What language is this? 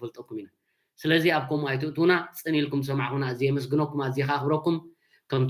Tigrinya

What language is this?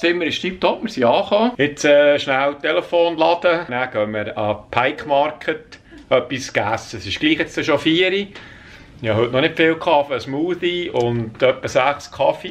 Swiss German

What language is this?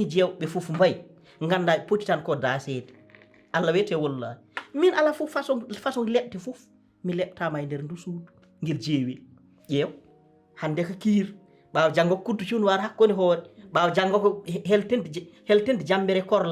Fula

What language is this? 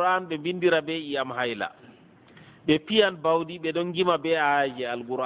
Fula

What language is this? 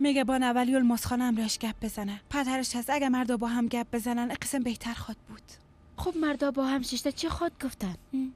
Persian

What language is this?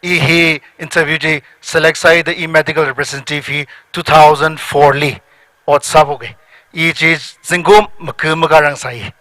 Tangkhul Naga (India)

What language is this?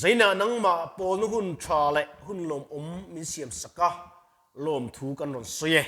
Mizo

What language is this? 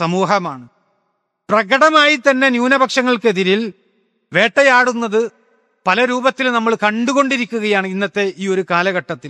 Malayalam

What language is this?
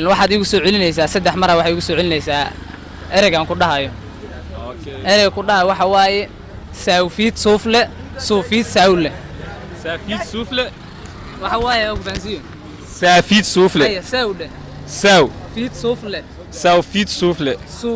Somali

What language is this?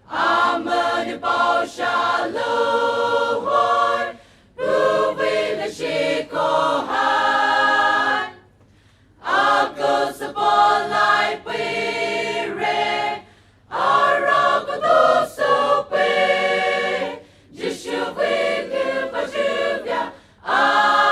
Poumei Naga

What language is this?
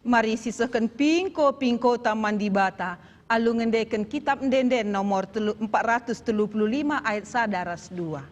Batak Karo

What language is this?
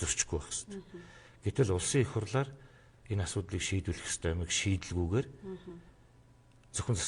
Mongolian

